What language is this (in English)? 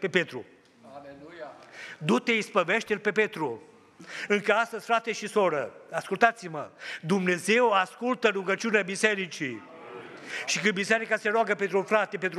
Romanian